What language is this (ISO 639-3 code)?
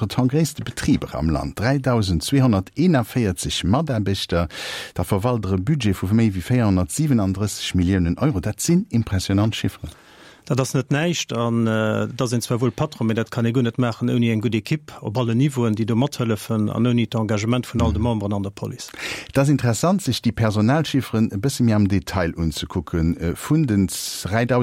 ltz